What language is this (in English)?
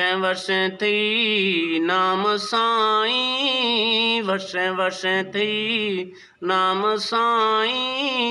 Eastern Balochi